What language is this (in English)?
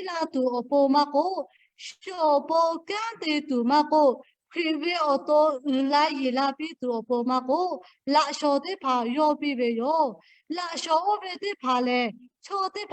Lahu